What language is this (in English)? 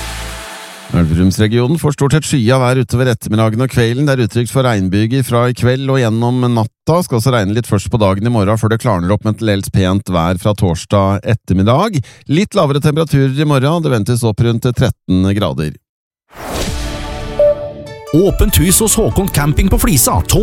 Norwegian